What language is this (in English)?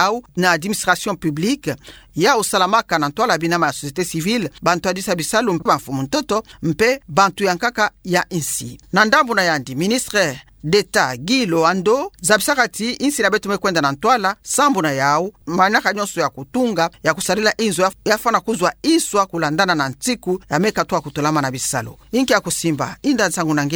Kituba (Democratic Republic of Congo)